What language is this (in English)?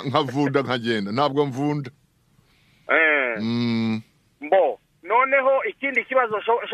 Kinyarwanda